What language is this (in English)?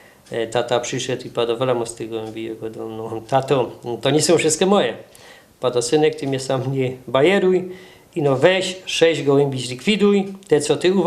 Silesian